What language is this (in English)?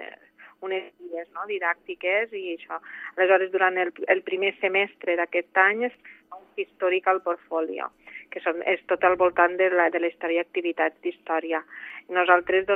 Catalan